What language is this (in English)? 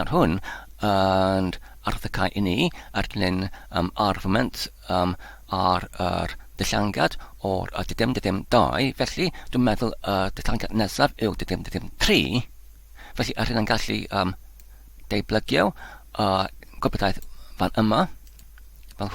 Welsh